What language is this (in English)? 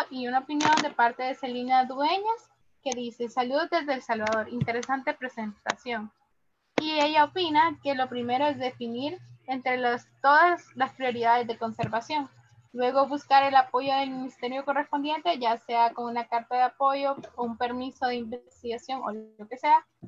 Spanish